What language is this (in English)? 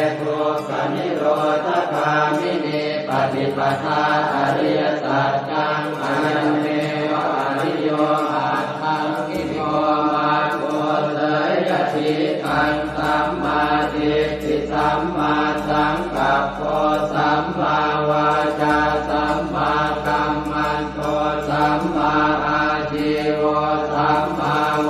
Pali